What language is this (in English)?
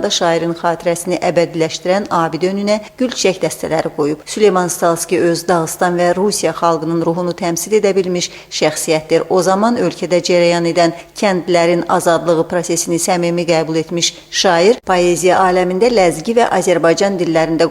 Azerbaijani